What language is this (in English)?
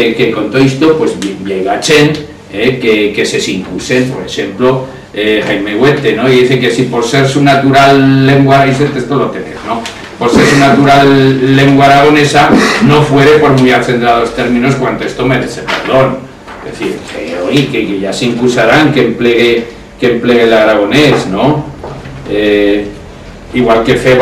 Aragonese